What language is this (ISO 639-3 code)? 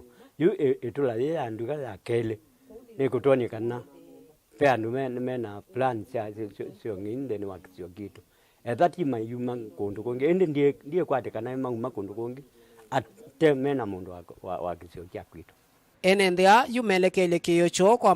kam